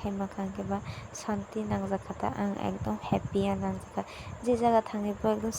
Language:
Kok Borok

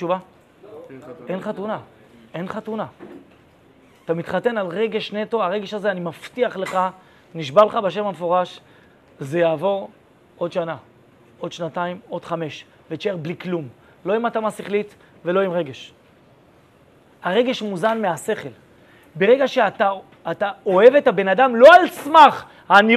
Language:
Hebrew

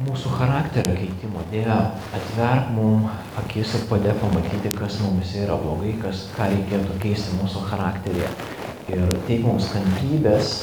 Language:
Lithuanian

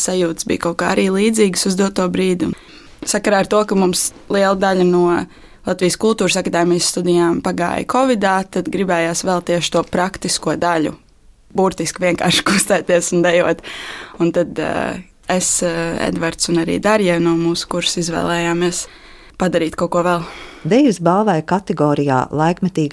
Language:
Latvian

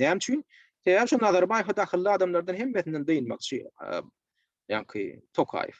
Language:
Turkmen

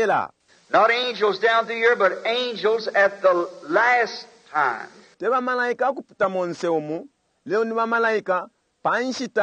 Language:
Bemba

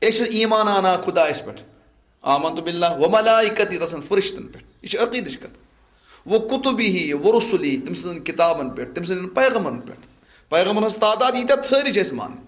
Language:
Kashmiri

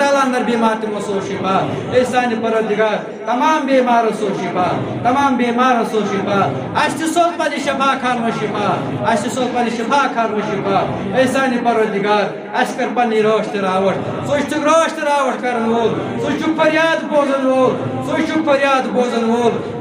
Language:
Kashmiri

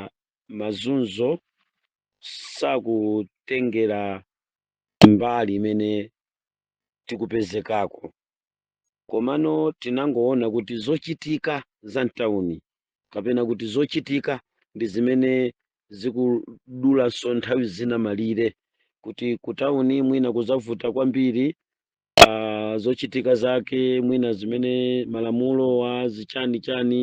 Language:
Nyanja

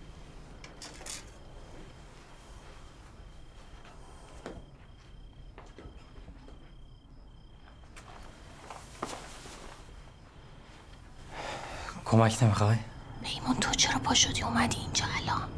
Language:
Persian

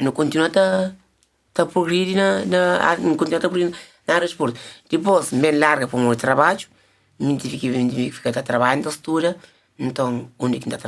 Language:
Kabuverdianu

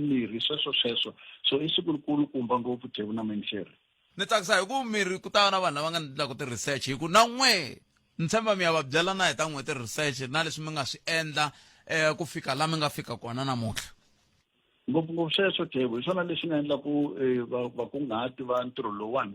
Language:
Tsonga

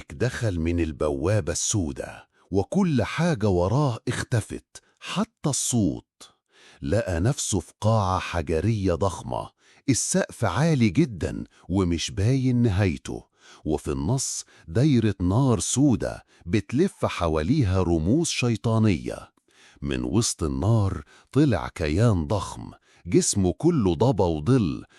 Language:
Egyptian Arabic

